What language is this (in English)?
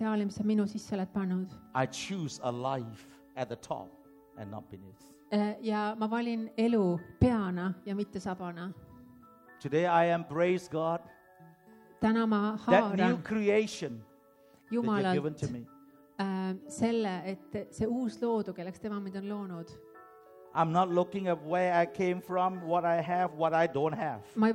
Estonian